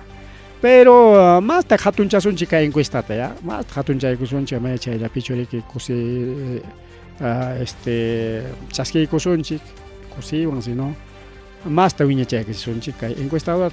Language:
Ayacucho Quechua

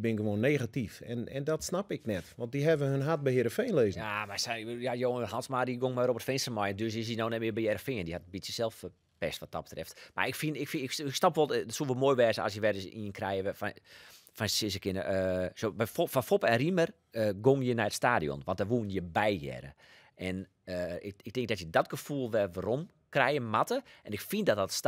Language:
Western Frisian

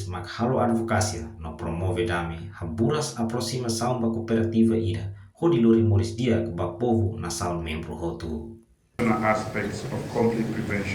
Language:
Tetum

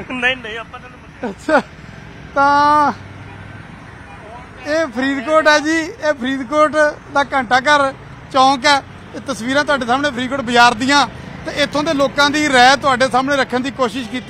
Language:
Punjabi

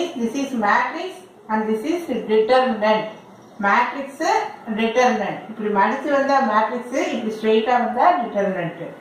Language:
Tamil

